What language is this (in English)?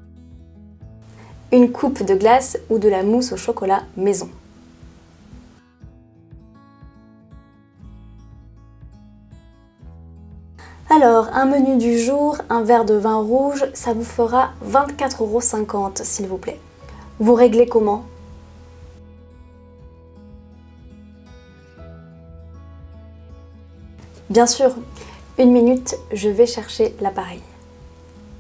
French